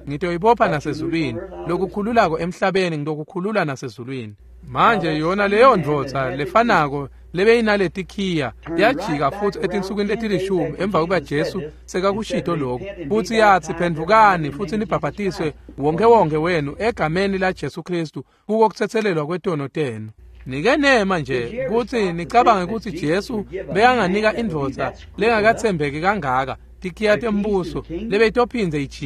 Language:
Swati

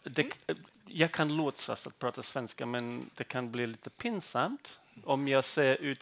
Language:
Swedish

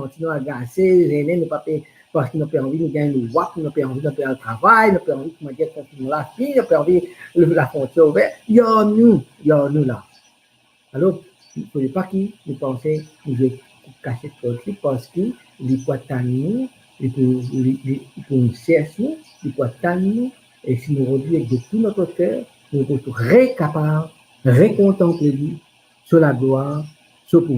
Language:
Morisyen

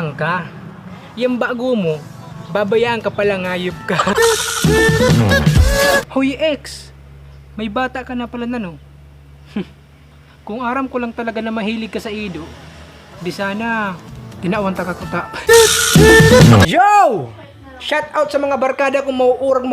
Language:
Bikol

